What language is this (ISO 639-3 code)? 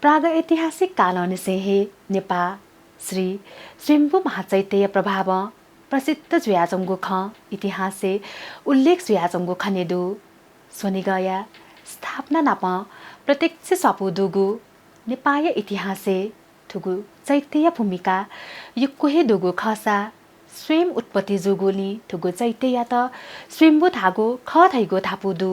new